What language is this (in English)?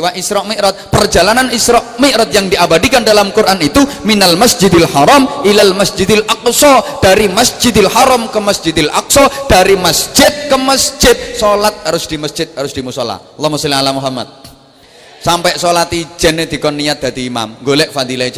Javanese